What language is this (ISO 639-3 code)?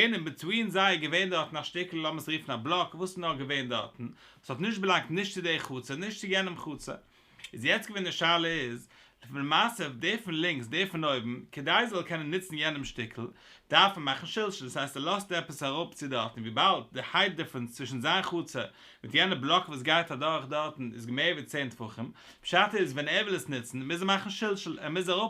yid